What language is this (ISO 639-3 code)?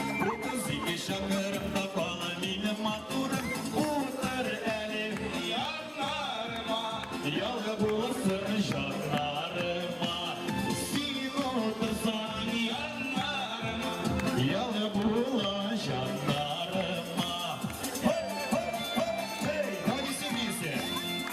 tat